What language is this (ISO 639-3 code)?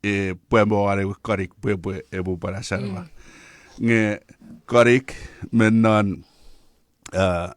chk